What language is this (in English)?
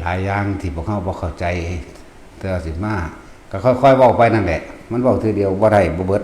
Northeastern Thai